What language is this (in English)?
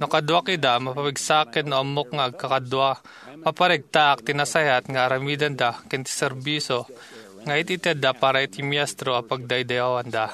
Iloko